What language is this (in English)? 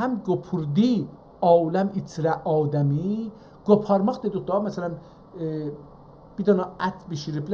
South Azerbaijani